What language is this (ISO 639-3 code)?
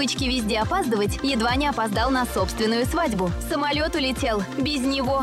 rus